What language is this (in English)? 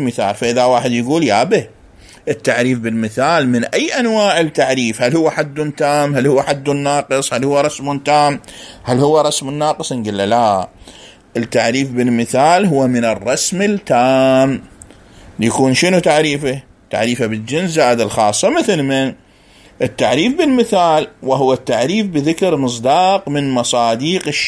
Mesopotamian Arabic